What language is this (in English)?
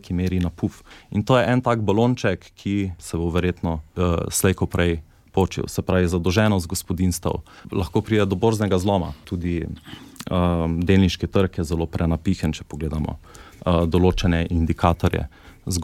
Slovenian